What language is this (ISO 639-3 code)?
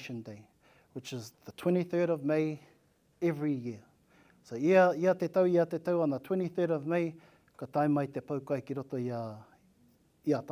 mri